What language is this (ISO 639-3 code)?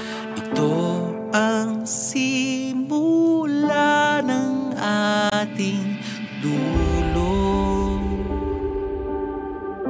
fil